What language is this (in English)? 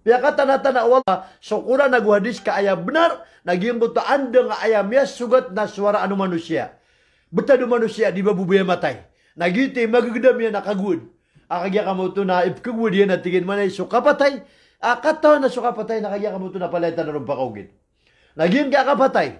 Maranao